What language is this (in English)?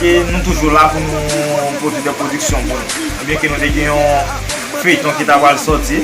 Haitian Creole